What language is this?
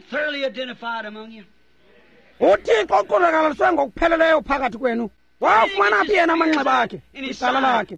Xhosa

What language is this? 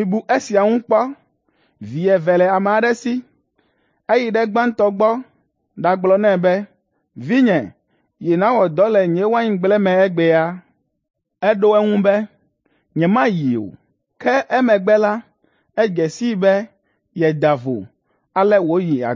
Ewe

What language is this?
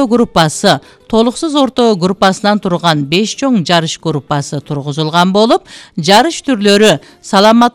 Kyrgyz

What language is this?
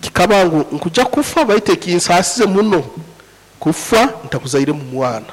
Nyankole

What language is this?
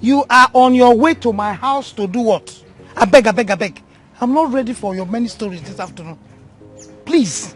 Nigerian Pidgin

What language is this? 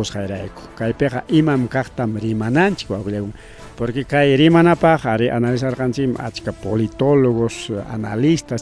Ayacucho Quechua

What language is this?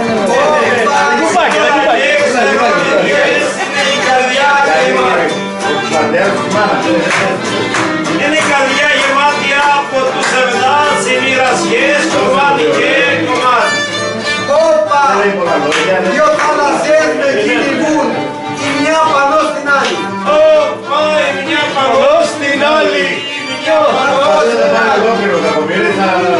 Greek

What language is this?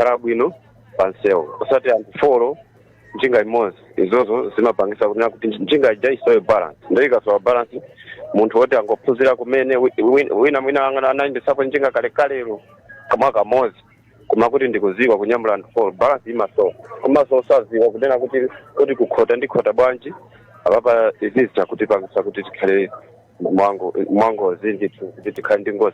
Nyanja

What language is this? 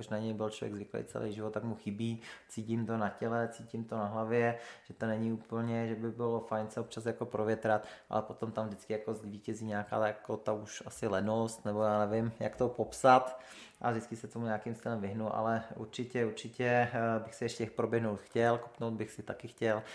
Czech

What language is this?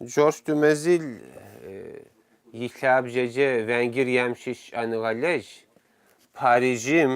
Kabardian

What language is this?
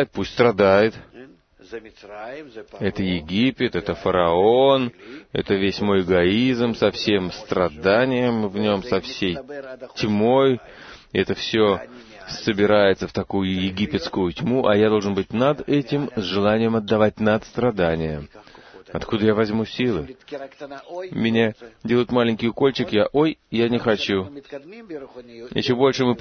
Russian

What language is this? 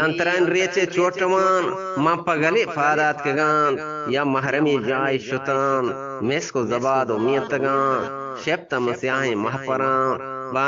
Eastern Balochi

